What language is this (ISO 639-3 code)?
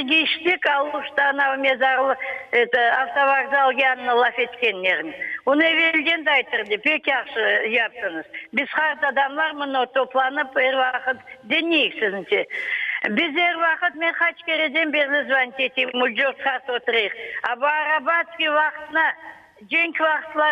crh